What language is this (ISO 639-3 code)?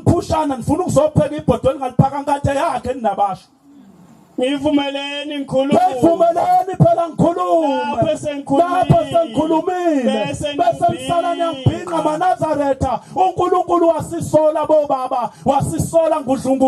zul